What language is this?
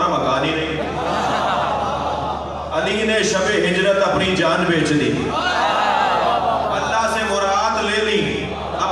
Urdu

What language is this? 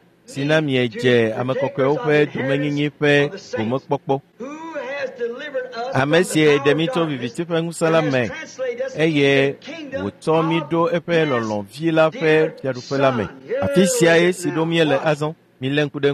Ewe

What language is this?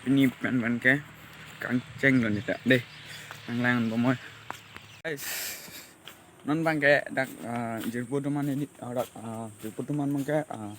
Karbi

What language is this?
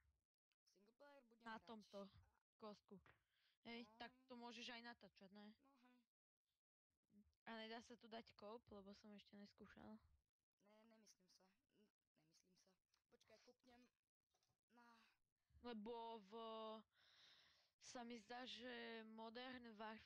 Slovak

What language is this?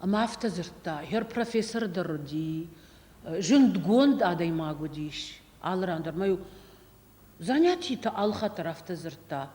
Ossetic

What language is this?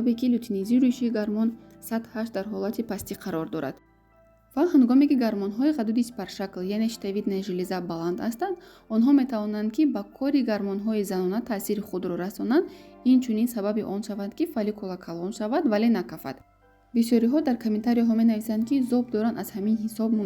Tajik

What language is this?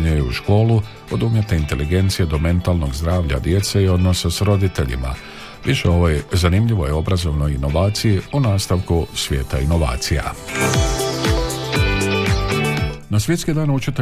Croatian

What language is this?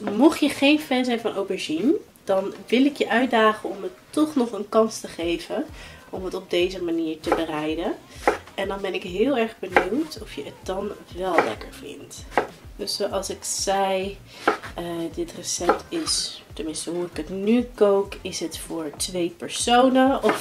Dutch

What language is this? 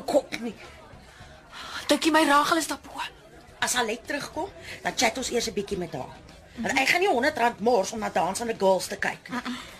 Afrikaans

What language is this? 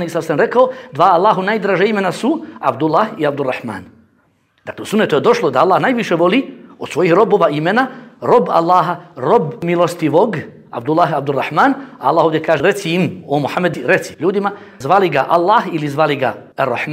Bosnian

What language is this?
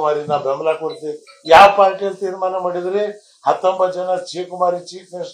Kannada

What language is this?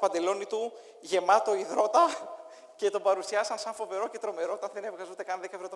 Greek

